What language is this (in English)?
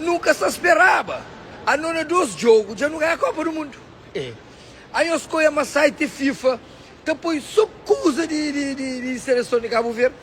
Kabuverdianu